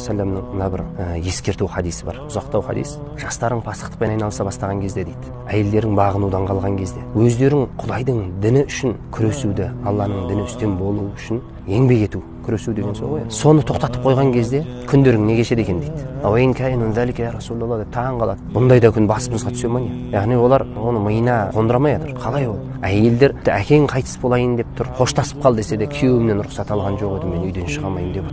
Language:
Kazakh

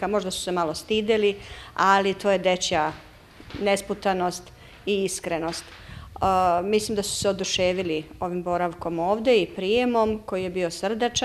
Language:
Serbian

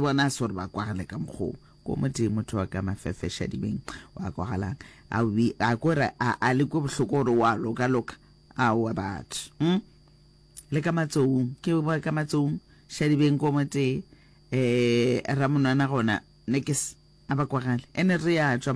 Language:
Northern Sotho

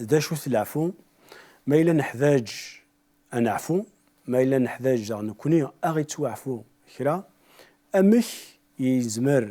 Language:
Kabyle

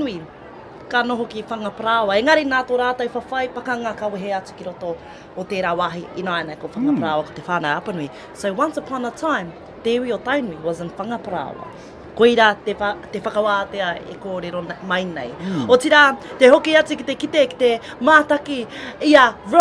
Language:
Māori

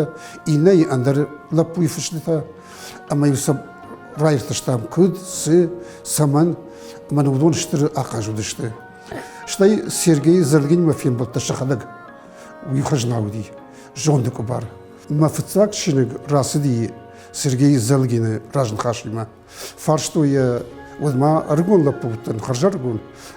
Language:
Ossetic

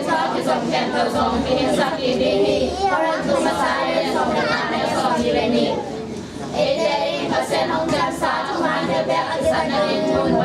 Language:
Tedim Chin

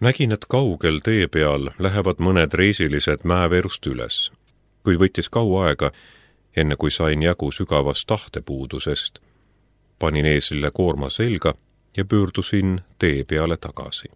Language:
Estonian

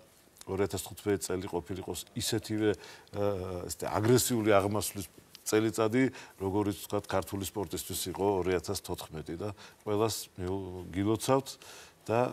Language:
Georgian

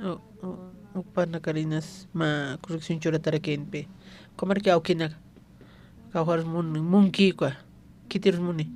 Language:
Aymara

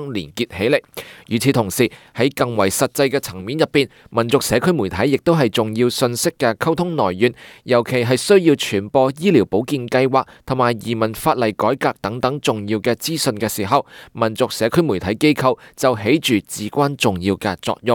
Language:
Cantonese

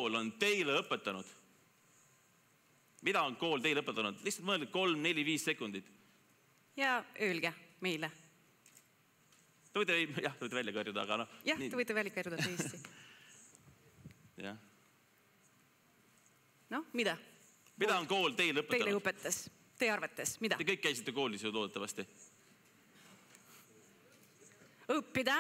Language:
Estonian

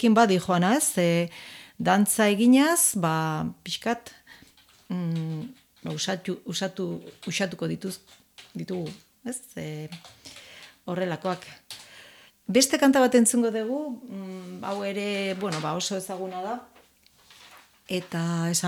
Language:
Basque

